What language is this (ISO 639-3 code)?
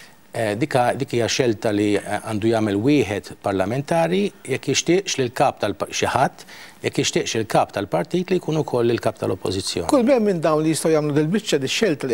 mlt